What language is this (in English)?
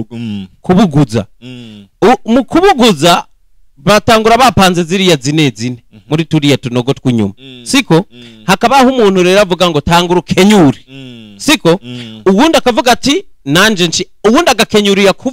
Rundi